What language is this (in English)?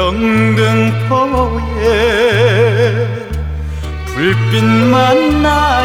Korean